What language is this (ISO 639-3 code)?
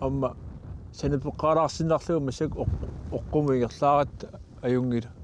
kal